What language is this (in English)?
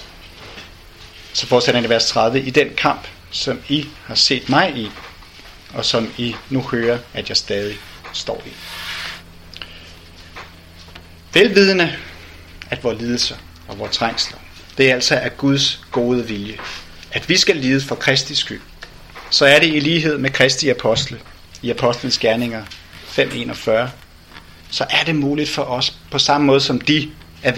Danish